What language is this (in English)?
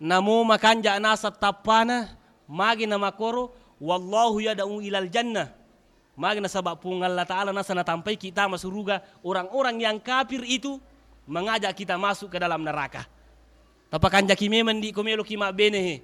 Buginese